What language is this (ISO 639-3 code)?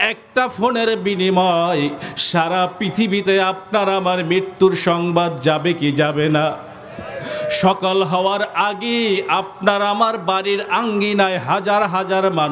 ben